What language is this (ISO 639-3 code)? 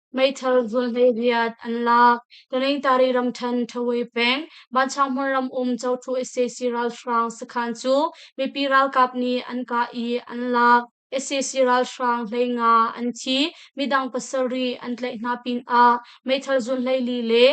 cnh